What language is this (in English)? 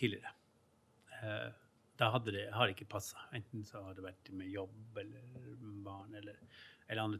Norwegian